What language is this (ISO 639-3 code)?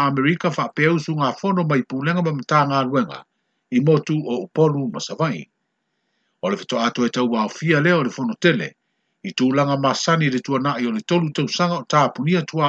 smo